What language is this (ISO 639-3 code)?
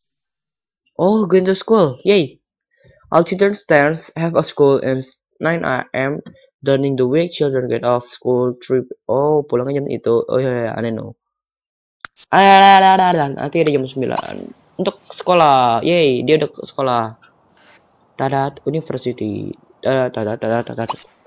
ind